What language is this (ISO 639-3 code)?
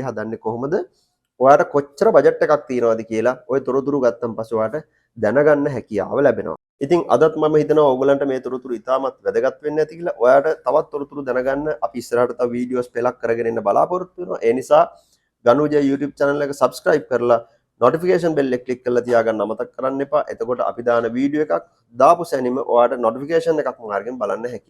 sin